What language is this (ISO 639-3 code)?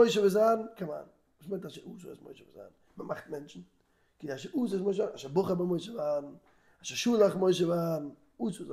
yid